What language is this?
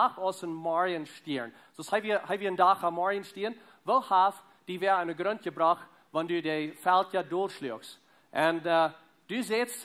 Plautdietsch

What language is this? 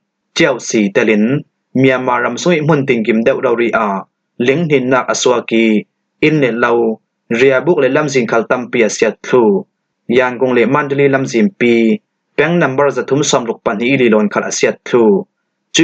Falam Chin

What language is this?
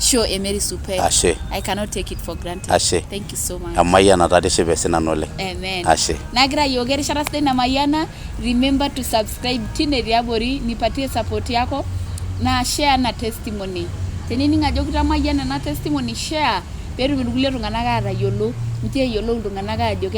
Masai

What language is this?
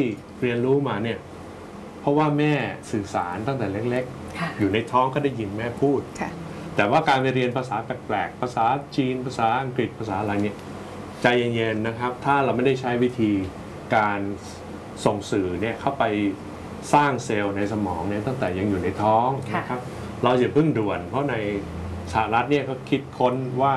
Thai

